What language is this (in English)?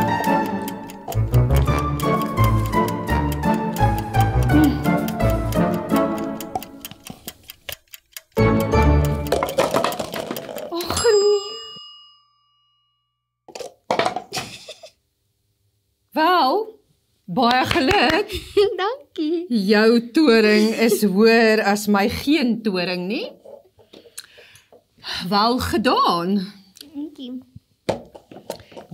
Afrikaans